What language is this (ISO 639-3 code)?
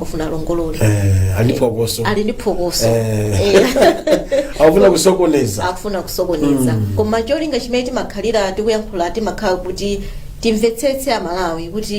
nya